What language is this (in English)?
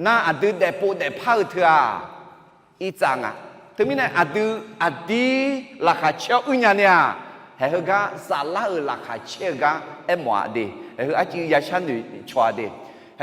Akha